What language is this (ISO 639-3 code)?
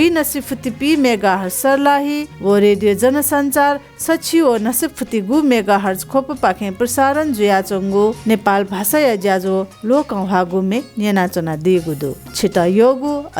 new